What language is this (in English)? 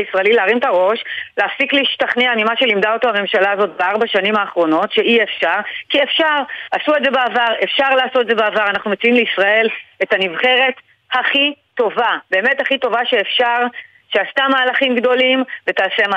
Hebrew